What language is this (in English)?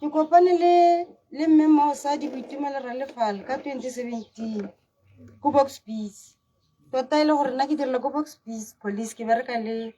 Tswana